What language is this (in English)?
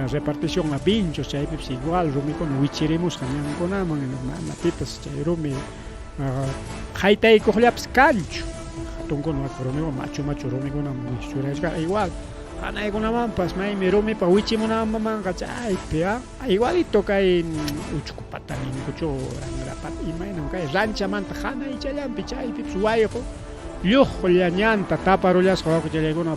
Ayacucho Quechua